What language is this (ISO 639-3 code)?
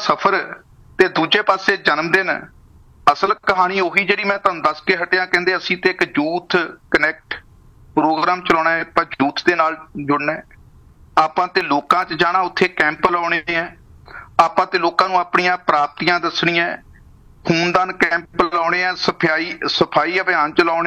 pan